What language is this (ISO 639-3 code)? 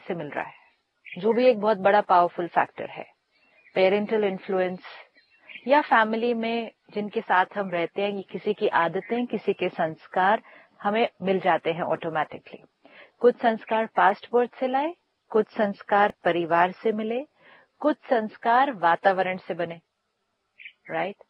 hin